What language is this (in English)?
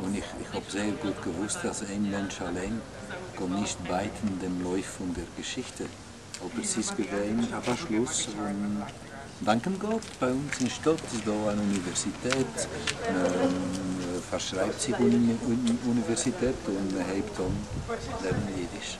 Yiddish